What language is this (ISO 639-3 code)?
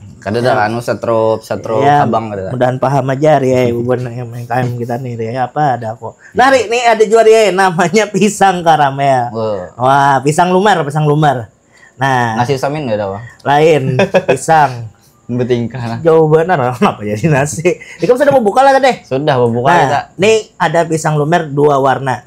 bjn